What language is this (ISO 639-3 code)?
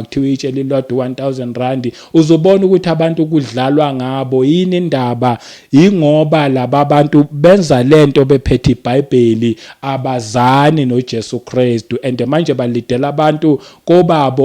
zul